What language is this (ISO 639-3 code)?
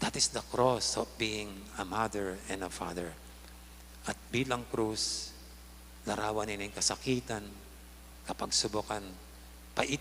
pam